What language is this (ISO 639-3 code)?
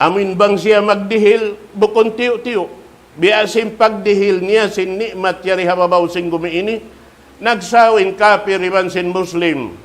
tsg